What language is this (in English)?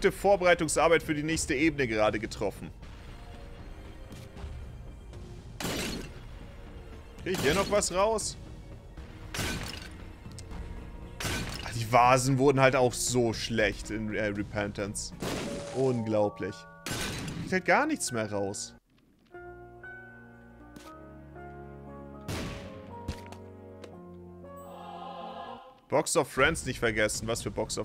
German